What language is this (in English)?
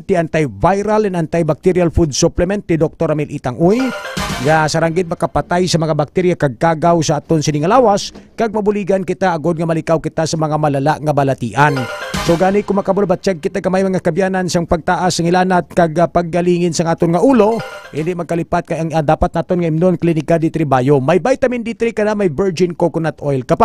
Hiligaynon